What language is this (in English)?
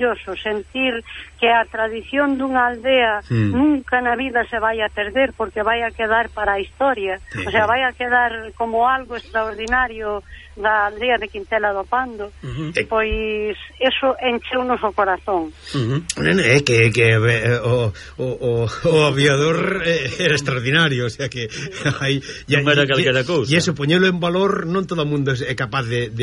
Galician